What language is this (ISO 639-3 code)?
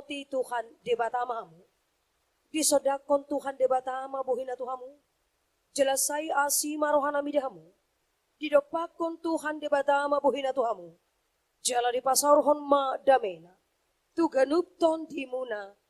bbc